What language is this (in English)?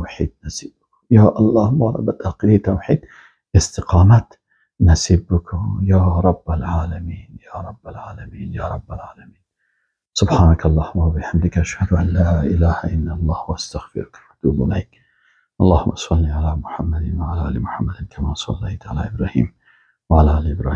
Persian